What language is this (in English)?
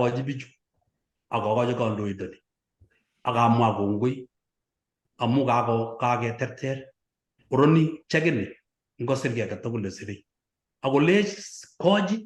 Kalenjin